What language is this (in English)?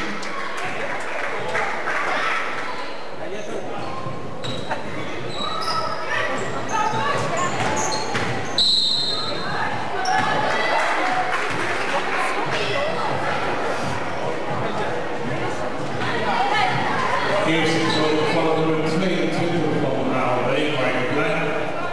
Dutch